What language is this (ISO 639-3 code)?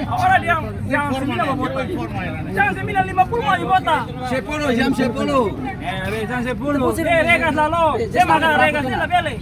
tet